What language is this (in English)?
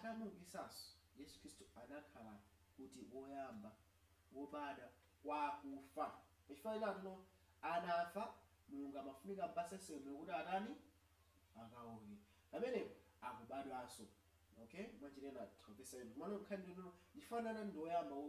Nyanja